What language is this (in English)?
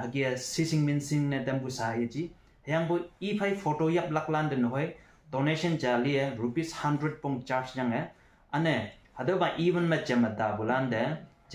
Konyak Naga